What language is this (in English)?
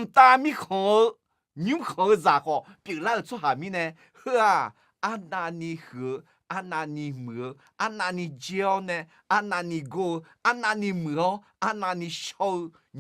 Akha